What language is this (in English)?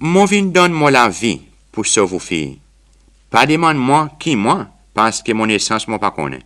Seselwa Creole French